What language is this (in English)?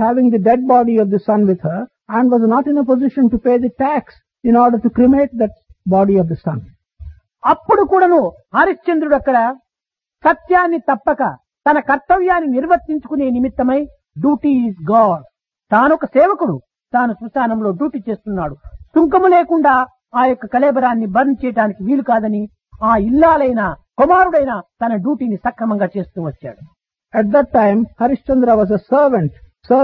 Telugu